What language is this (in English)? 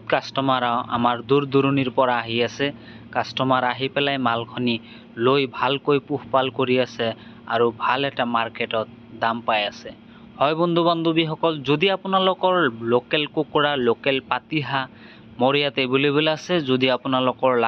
Assamese